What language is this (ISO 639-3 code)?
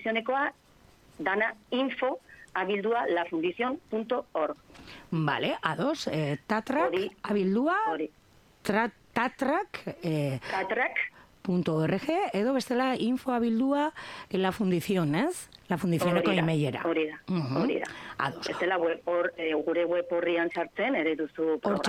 eus